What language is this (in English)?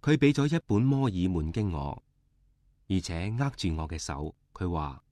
Cantonese